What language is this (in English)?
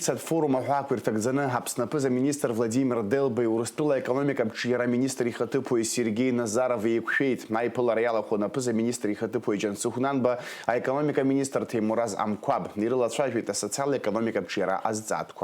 Abkhazian